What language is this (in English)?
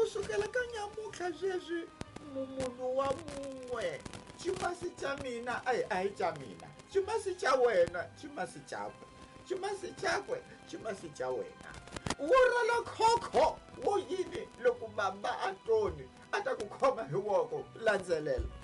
Tsonga